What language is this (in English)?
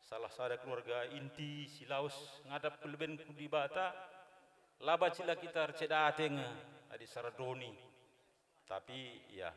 Batak Karo